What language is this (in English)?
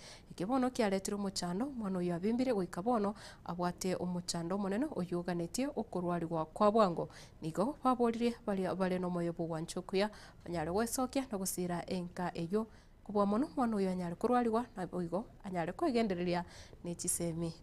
Gusii